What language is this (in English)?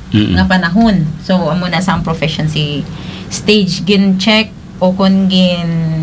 Hiligaynon